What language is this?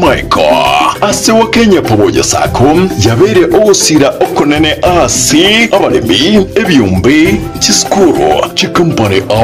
Gusii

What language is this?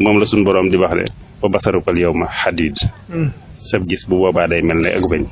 Wolof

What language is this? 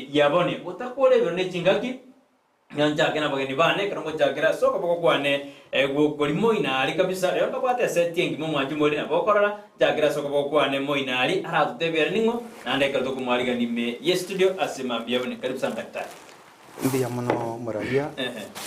Gusii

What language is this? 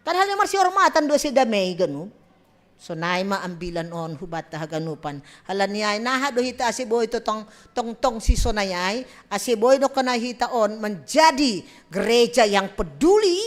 Batak Simalungun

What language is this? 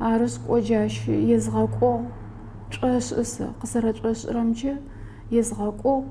Adyghe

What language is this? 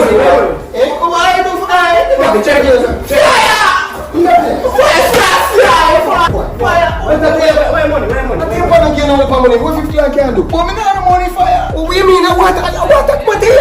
Jamaican Creole English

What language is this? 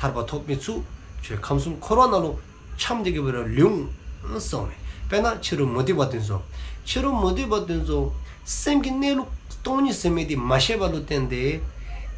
Dzongkha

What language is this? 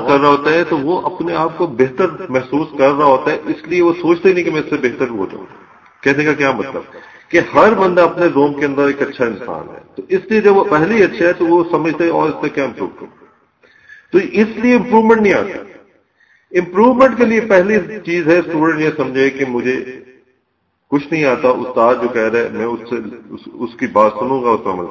Urdu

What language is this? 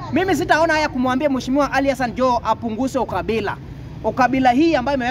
Swahili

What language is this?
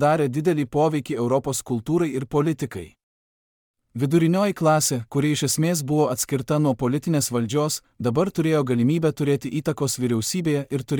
Lithuanian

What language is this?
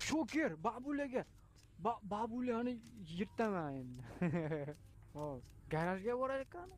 Uzbek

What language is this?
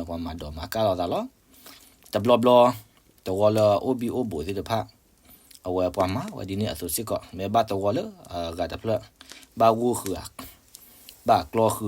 S'gaw Karen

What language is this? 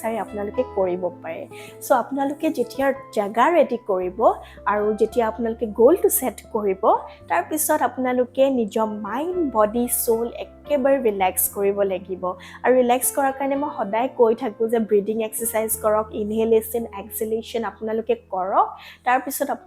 Assamese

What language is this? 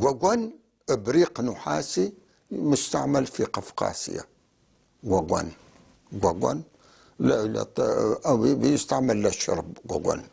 North Levantine Arabic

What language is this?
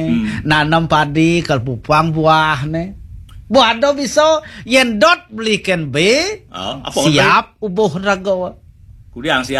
Balinese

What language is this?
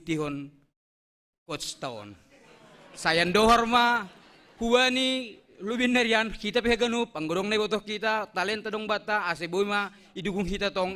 Batak Simalungun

